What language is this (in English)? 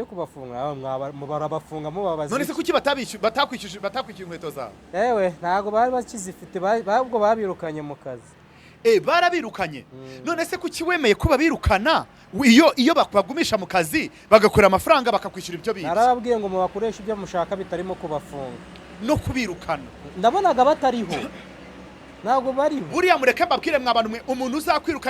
Kinyarwanda